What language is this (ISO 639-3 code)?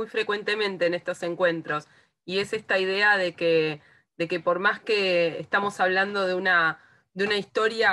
spa